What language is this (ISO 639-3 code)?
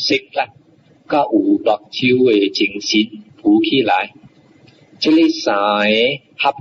nan